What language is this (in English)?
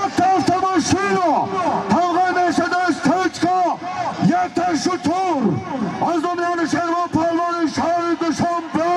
Tajik